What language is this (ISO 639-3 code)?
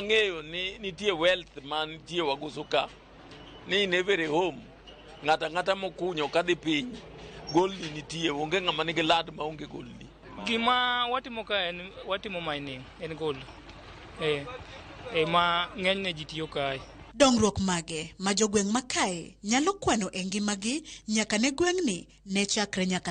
luo